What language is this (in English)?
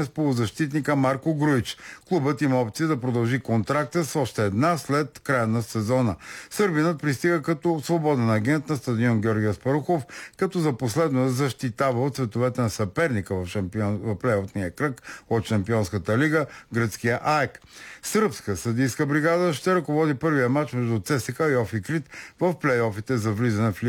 Bulgarian